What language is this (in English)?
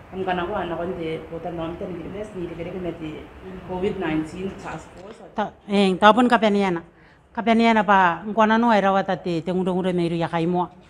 Gilbertese